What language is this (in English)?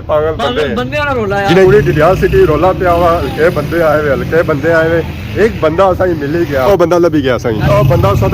Pahari-Potwari